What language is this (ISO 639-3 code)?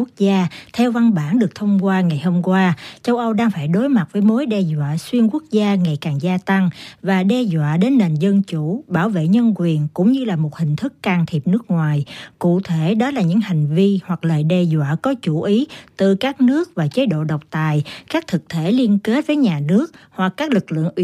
vie